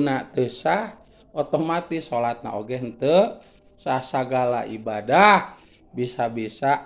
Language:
Sundanese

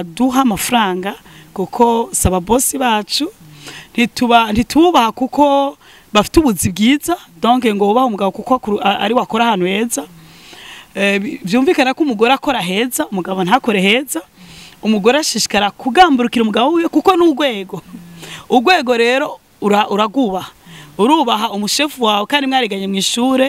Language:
Rundi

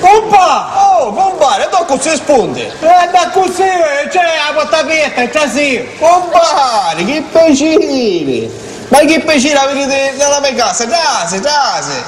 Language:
Sicilian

